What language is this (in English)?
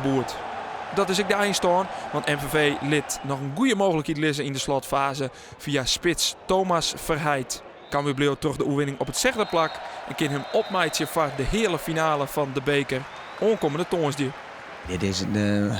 Western Frisian